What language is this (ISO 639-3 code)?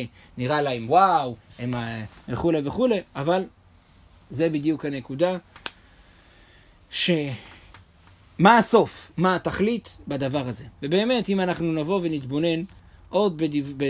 heb